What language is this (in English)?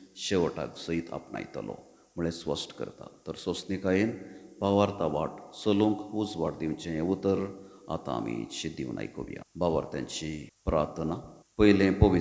Konkani